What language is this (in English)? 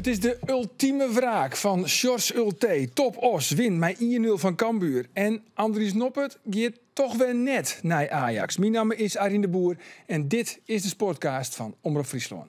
Western Frisian